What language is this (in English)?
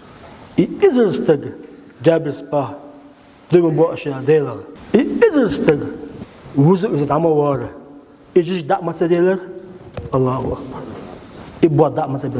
Chechen